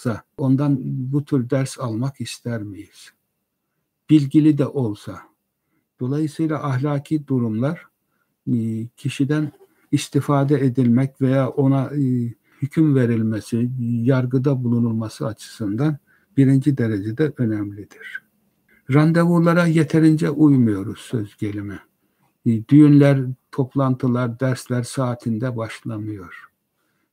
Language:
Turkish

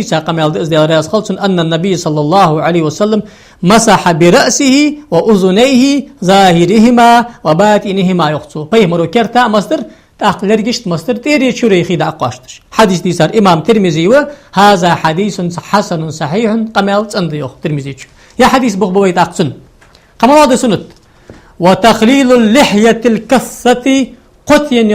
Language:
Ingush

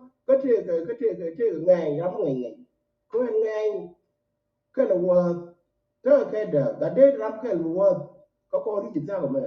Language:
Nuer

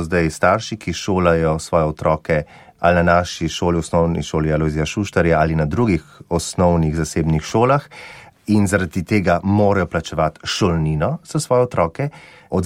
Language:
Slovenian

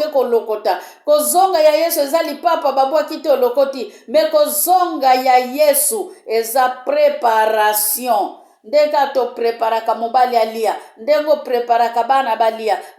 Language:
Lingala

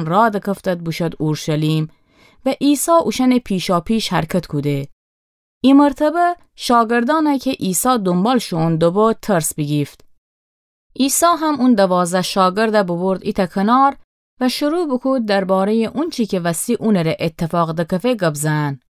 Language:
Gilaki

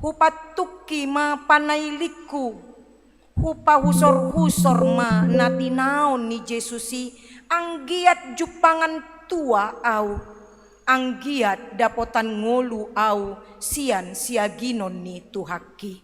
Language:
Batak Toba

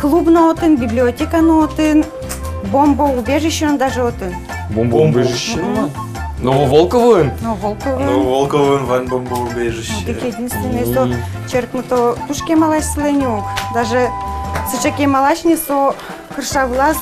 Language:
Udmurt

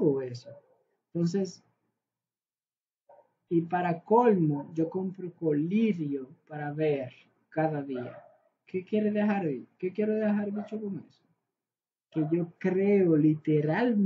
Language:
Spanish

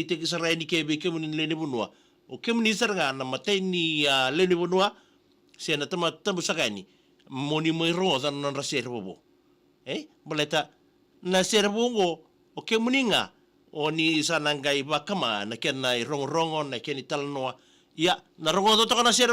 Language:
Fijian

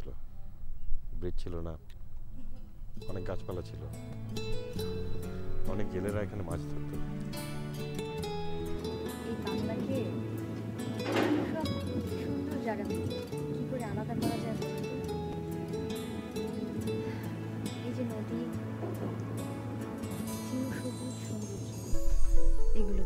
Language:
Bangla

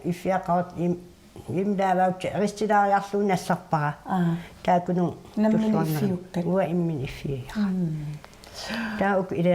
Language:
Kalaallisut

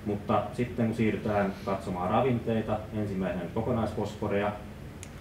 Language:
Finnish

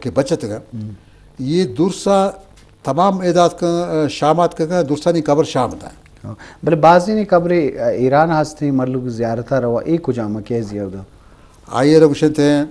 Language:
Eastern Balochi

